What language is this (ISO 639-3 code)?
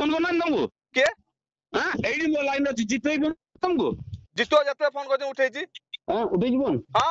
ori